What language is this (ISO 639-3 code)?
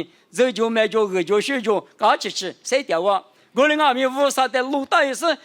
lis